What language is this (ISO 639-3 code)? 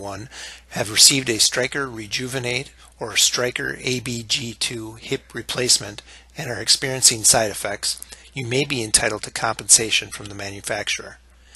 eng